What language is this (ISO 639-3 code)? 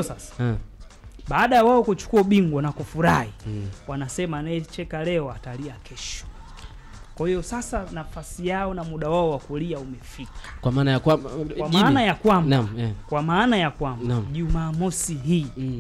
swa